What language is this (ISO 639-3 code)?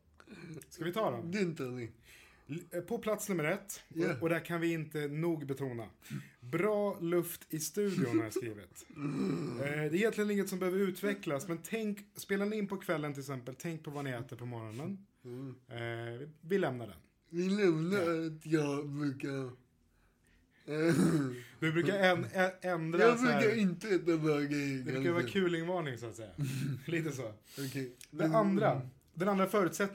swe